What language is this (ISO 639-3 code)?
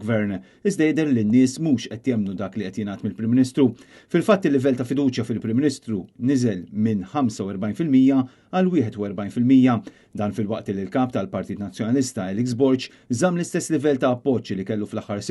mlt